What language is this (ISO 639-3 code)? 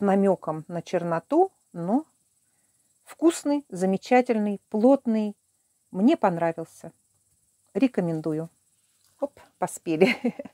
rus